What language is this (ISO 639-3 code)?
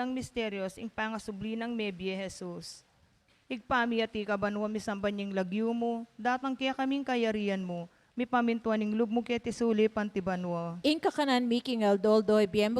pam